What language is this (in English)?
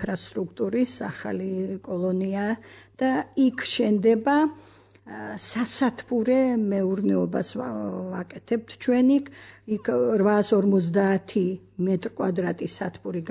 Georgian